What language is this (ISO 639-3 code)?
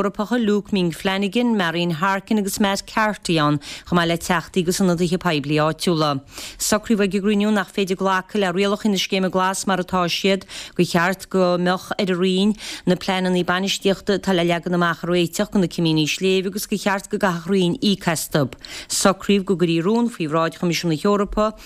gle